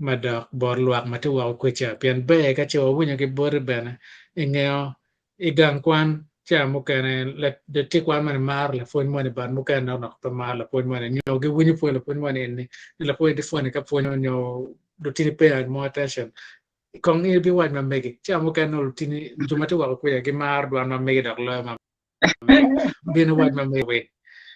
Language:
Acoli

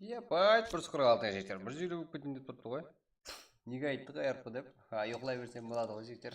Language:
Kara-Kalpak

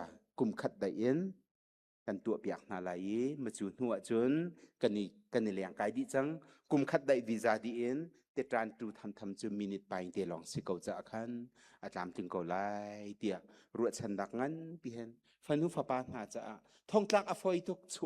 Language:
Hakha Chin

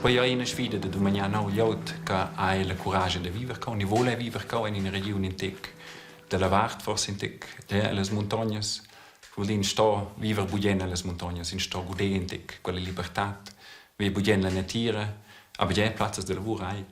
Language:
Romansh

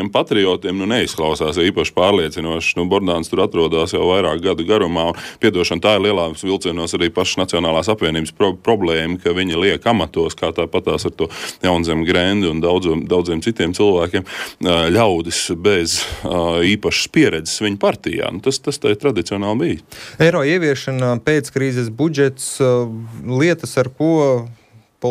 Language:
Latvian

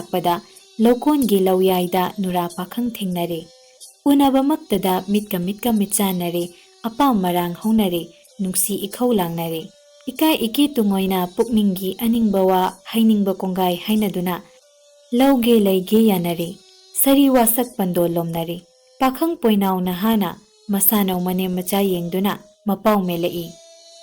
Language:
Manipuri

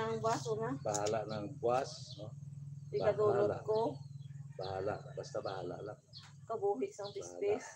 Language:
Hiligaynon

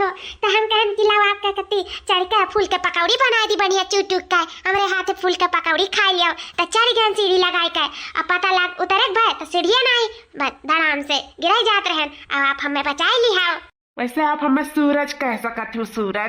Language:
Awadhi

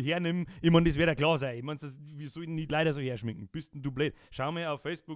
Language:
Bavarian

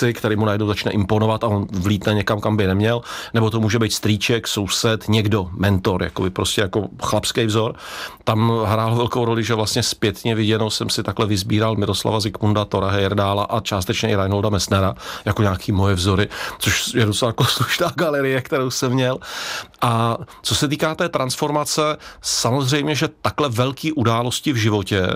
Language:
Czech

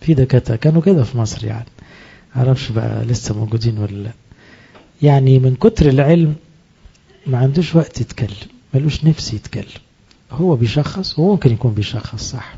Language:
Egyptian Arabic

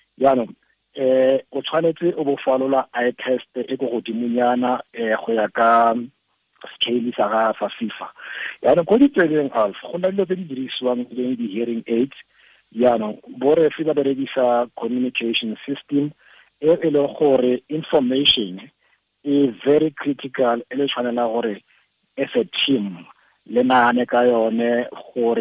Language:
Tswana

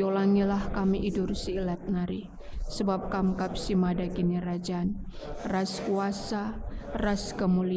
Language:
Batak Karo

